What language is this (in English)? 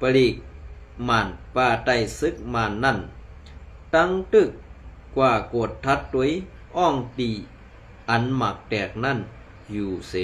Shan